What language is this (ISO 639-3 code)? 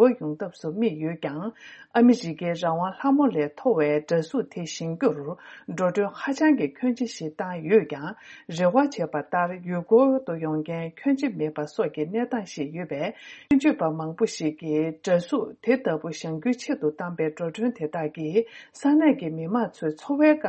bod